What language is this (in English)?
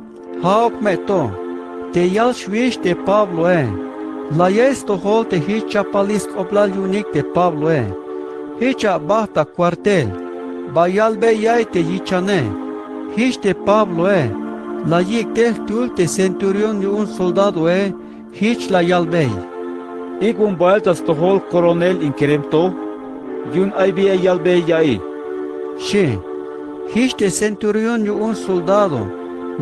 Tzeltal